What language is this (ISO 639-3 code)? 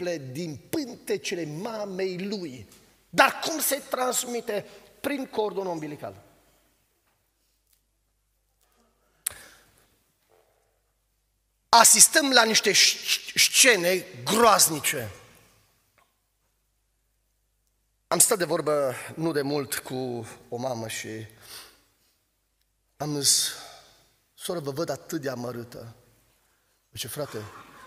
ron